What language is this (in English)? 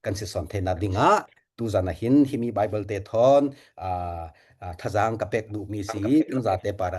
Falam Chin